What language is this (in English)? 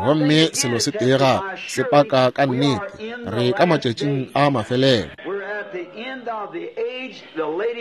Northern Sotho